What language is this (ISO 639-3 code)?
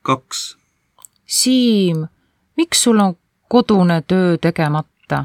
est